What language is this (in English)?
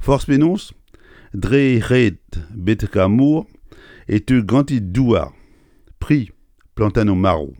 Breton